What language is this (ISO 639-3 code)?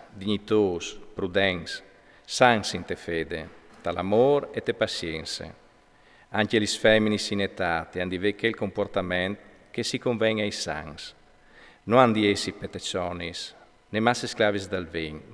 fur